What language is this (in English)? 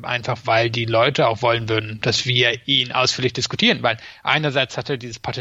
German